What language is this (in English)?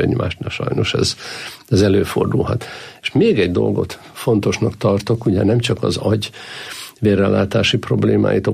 Hungarian